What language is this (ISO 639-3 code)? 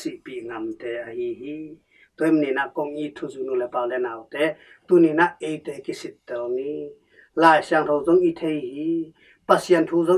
ctd